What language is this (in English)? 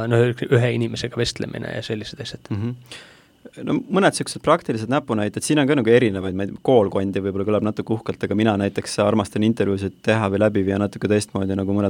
Estonian